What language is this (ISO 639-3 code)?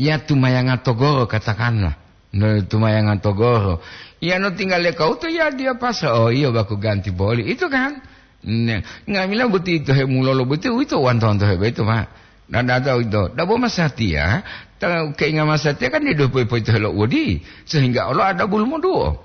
gor